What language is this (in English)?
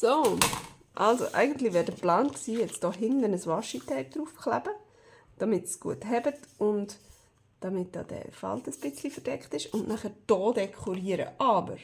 Swiss German